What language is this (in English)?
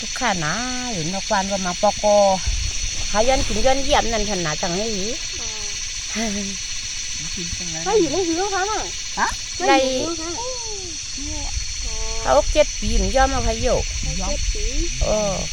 Shan